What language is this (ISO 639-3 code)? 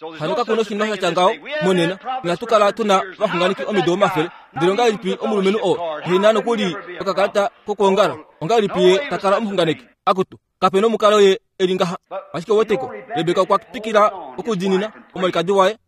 kua